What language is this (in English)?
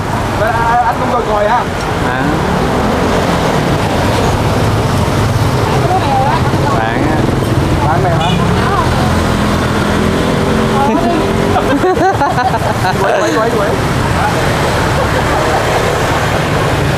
Vietnamese